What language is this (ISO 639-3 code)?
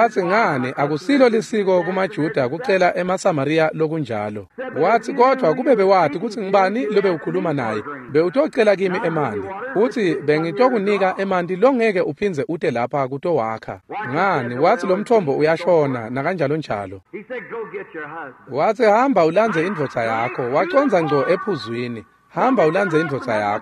ssw